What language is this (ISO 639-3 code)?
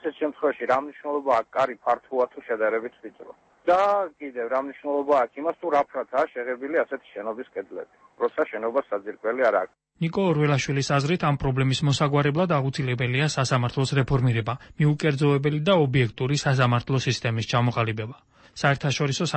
kat